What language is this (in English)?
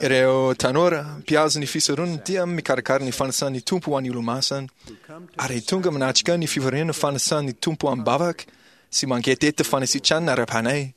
Malagasy